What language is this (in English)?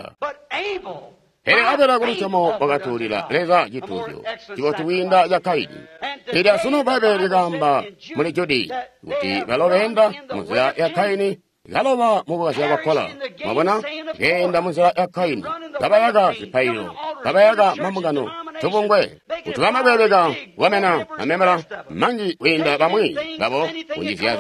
Tonga (Zambia)